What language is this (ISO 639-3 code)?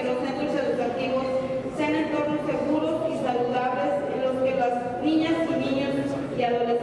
spa